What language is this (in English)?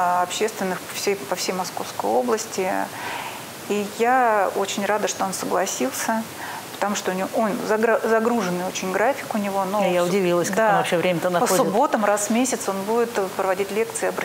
Russian